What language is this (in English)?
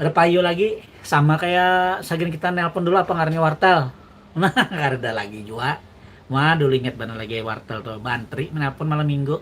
Banjar